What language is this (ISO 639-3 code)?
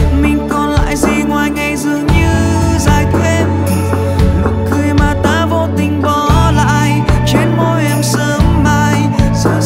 vie